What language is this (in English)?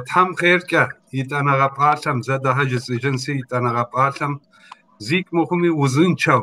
Kabardian